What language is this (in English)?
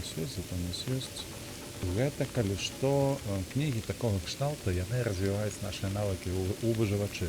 Belarusian